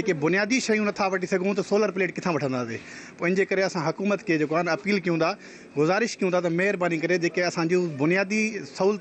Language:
Sindhi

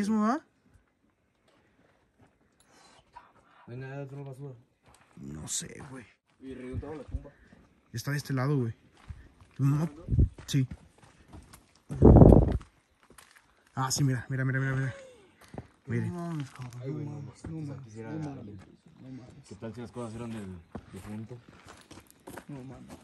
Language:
Spanish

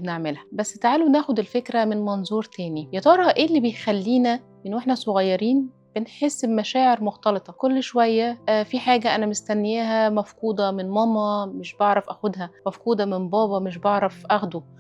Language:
Egyptian Arabic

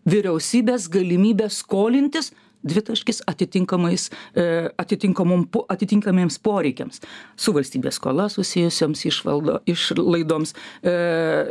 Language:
Lithuanian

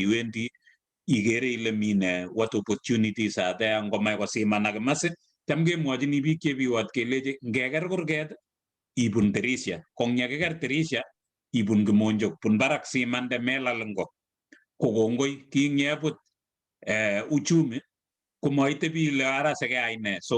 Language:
Kalenjin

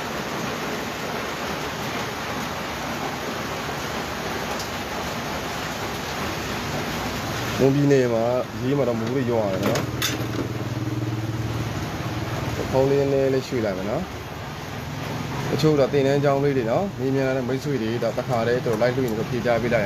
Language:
Burmese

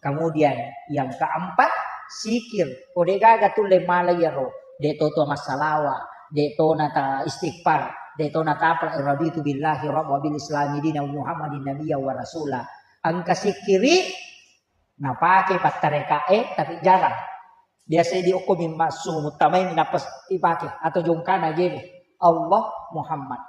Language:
Buginese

